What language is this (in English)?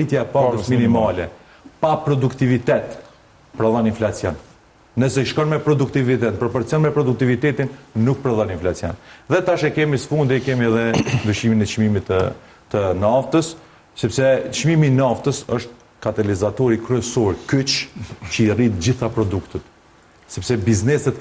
Albanian